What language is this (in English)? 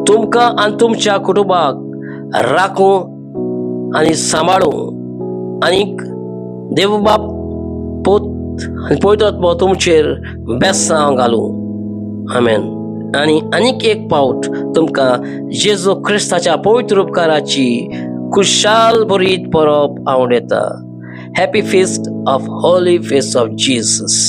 Konkani